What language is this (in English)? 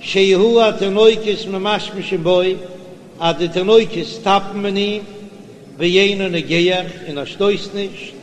Yiddish